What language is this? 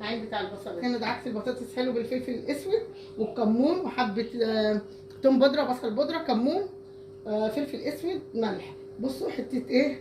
Egyptian Arabic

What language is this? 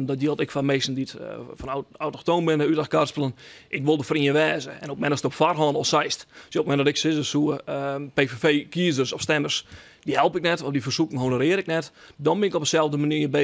Western Frisian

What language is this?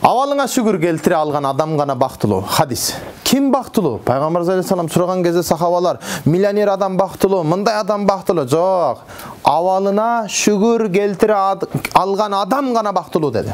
Kyrgyz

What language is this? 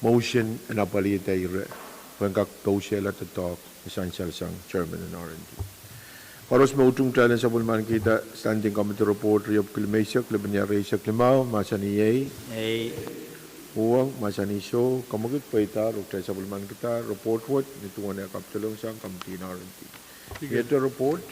Pohnpeian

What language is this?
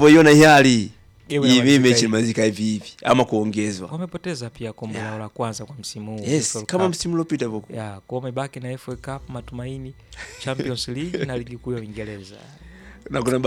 Swahili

